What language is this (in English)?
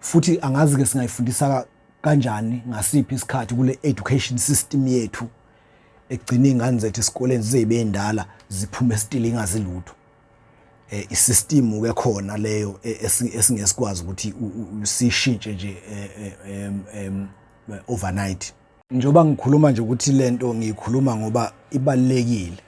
Zulu